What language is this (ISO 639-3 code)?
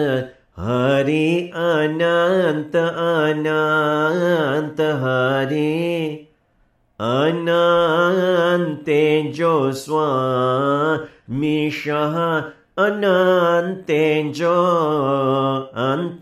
guj